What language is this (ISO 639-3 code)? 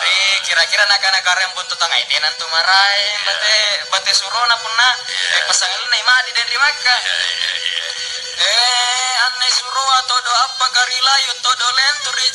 mak